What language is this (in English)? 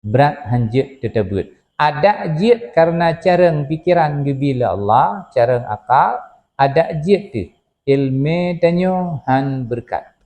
Achinese